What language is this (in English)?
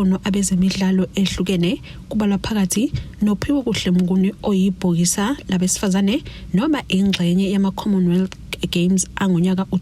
Zulu